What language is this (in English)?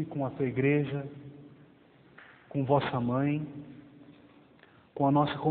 Portuguese